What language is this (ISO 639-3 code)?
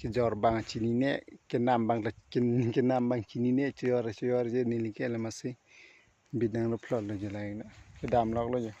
mjw